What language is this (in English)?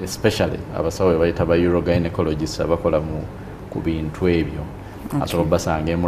Ganda